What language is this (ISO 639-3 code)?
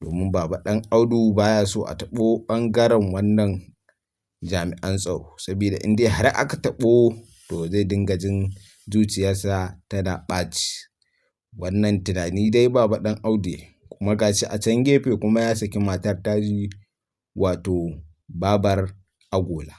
hau